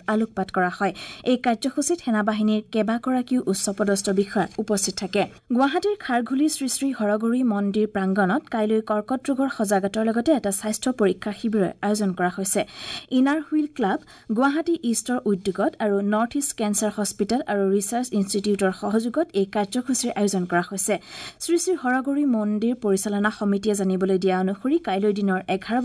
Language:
Assamese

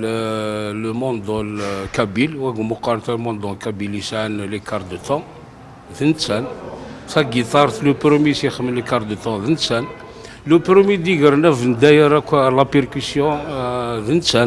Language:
Kabyle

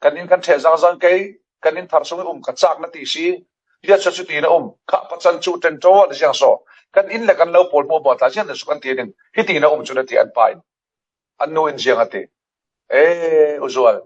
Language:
Falam Chin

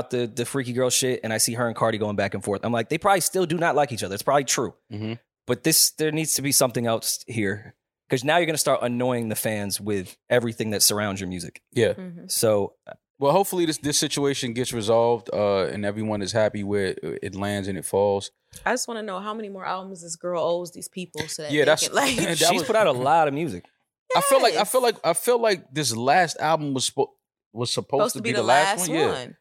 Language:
English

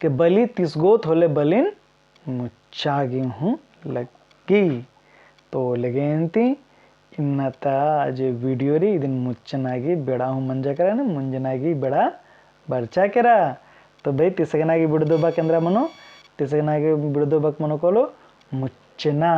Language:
Kurukh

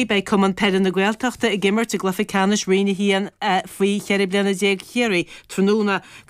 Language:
Irish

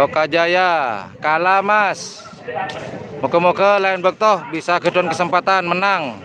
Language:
Madurese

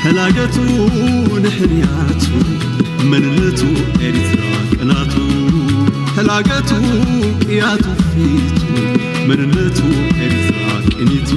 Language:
Tigrinya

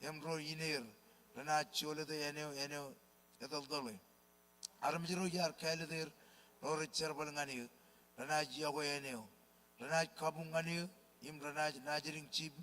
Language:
Marshallese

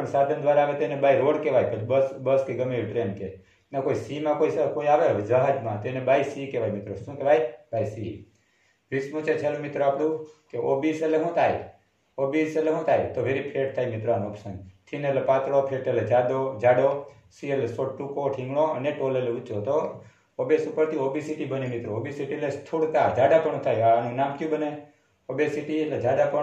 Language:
Gujarati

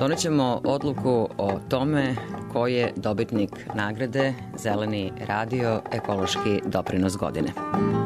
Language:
Serbian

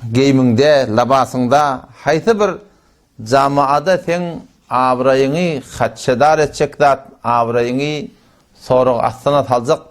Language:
Turkmen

